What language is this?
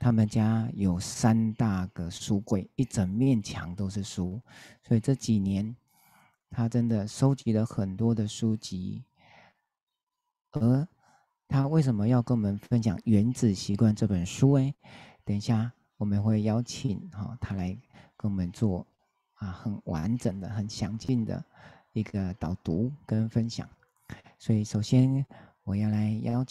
Chinese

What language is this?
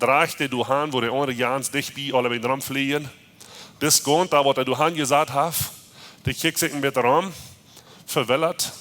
Plautdietsch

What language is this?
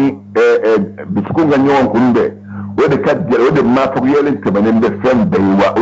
Bambara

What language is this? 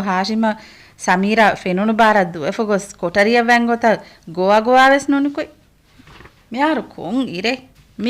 Divehi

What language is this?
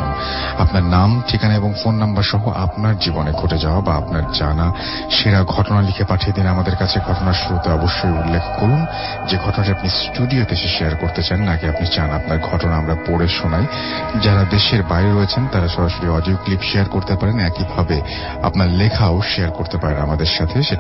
Bangla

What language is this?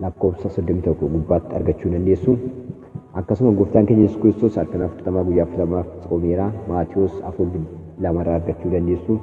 Oromo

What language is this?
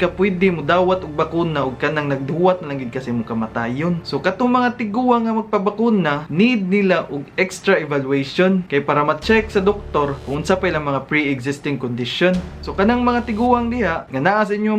Cebuano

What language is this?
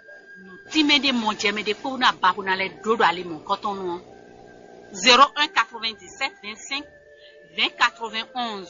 Fon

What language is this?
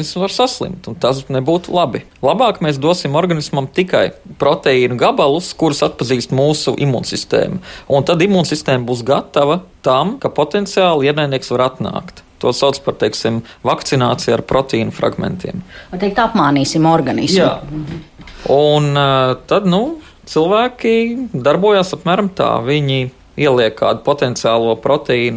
Latvian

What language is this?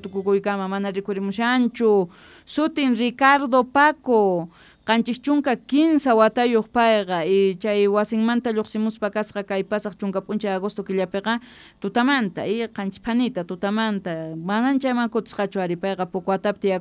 Quechua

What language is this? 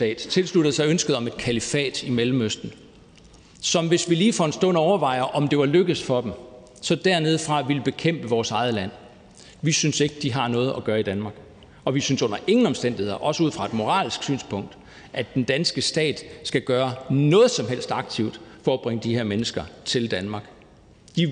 Danish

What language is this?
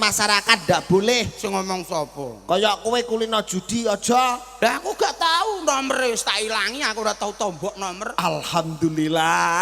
Javanese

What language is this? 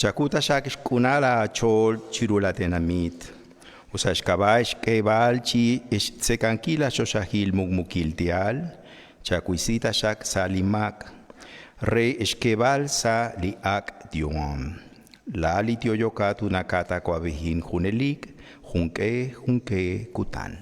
Kekchí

